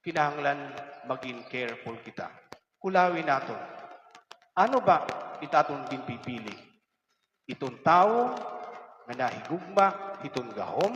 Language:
Waray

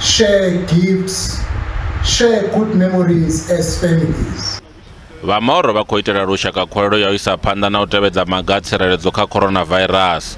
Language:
Venda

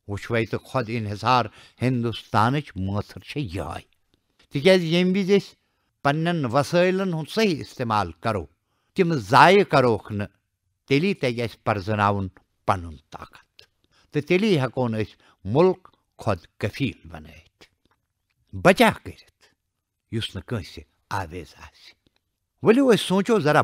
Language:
Kashmiri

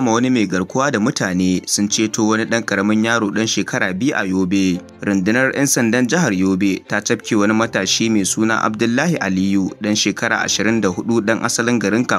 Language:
Hausa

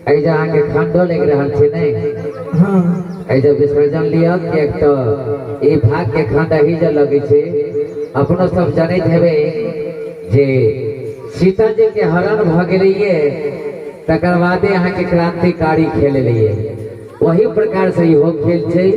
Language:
Maithili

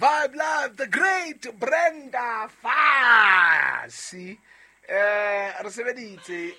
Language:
Southern Sotho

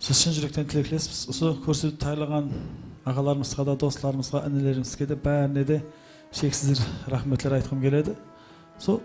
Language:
Kara-Kalpak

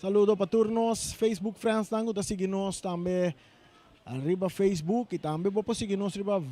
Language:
Papiamento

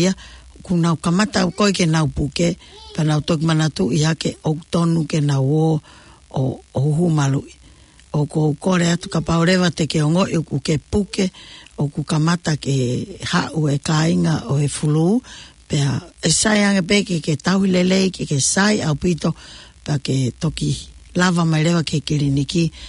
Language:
Tongan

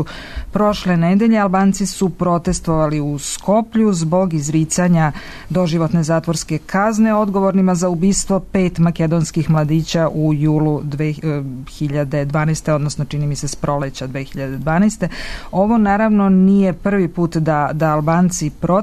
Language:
Serbian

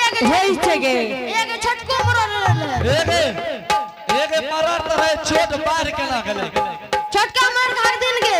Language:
Angika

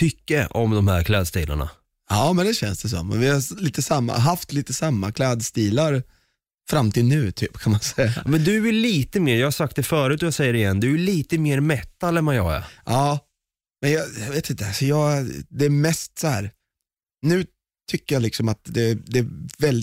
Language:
Swedish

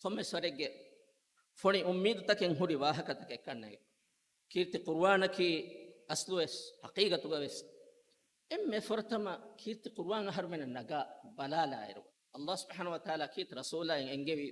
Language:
Divehi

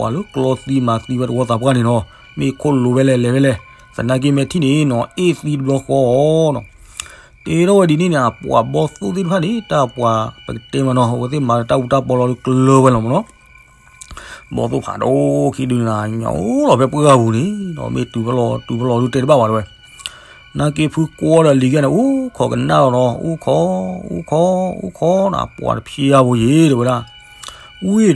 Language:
S'gaw Karen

